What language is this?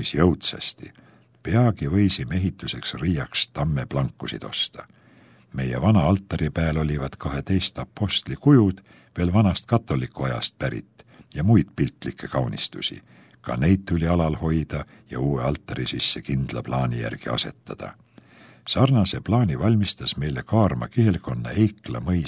Estonian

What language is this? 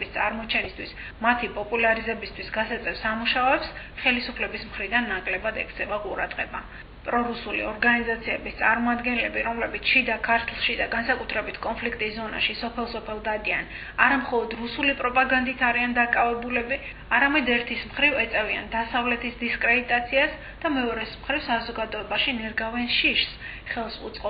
Georgian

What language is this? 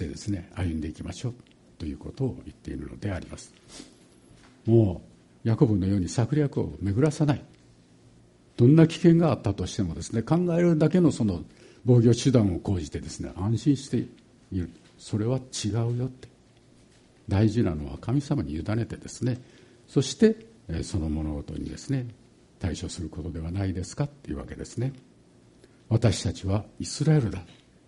Japanese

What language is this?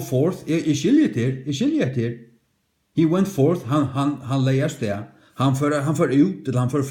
Faroese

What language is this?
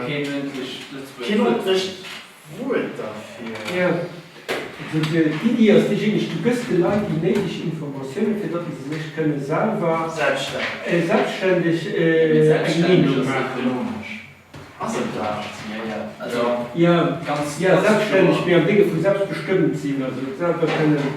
Luxembourgish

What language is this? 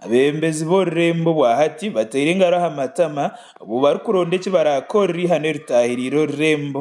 Nyankole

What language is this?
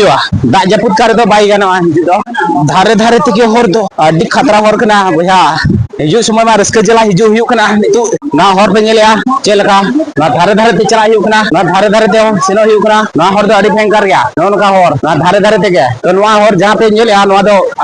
Santali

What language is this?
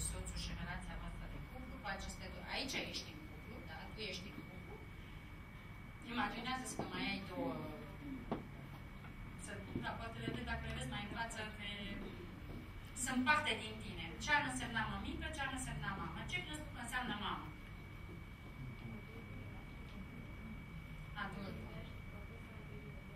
Romanian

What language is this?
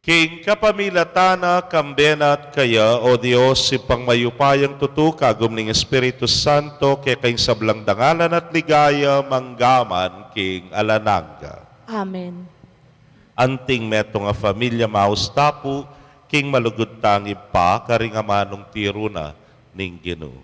Pampanga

